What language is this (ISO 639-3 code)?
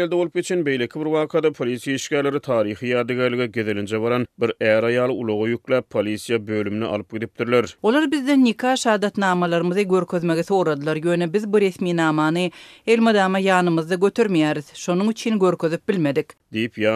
tuk